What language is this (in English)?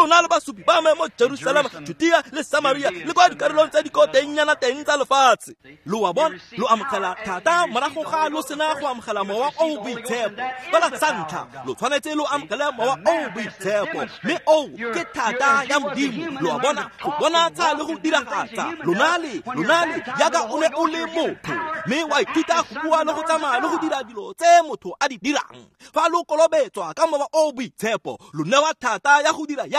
Tswana